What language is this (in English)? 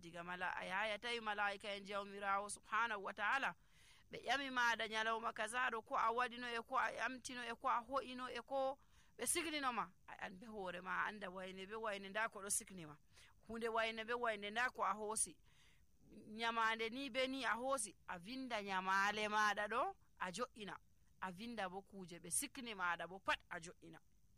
Nigerian Fulfulde